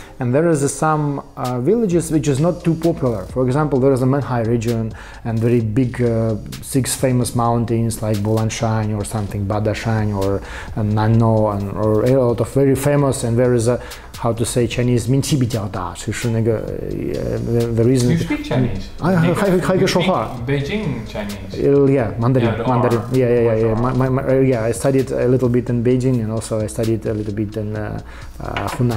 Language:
English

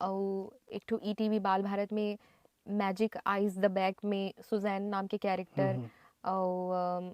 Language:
Chhattisgarhi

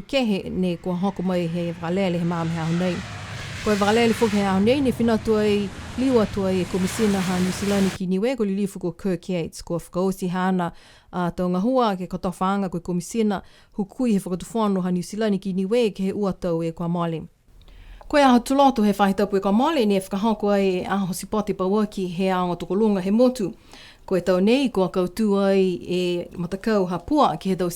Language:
Niuean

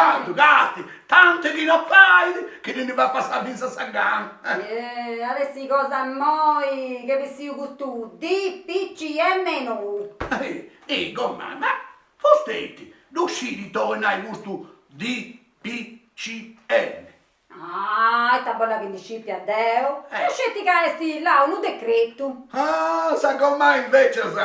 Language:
Sardinian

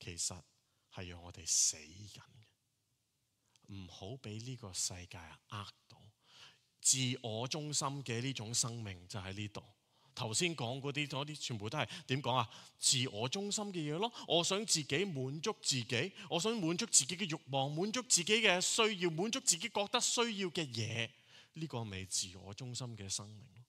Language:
Cantonese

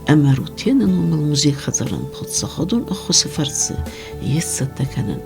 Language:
Ossetic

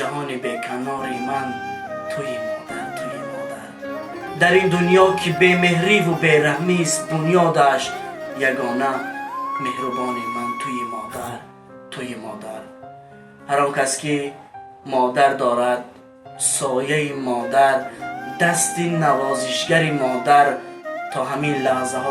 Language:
Tajik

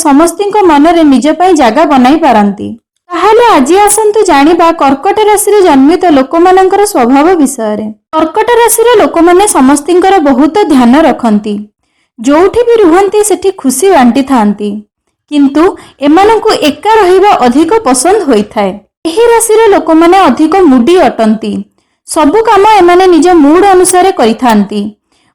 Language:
Odia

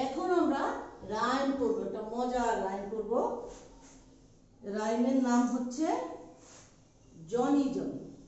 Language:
Bangla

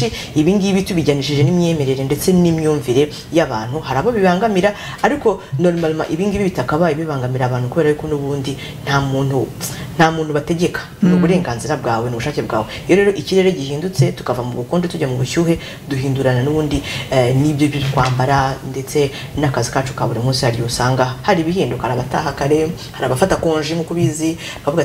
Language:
Kinyarwanda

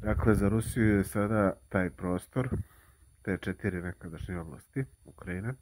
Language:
Serbian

